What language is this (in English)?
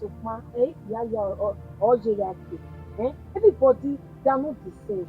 Bini